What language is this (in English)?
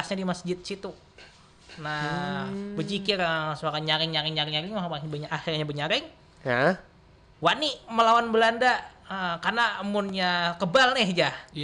Banjar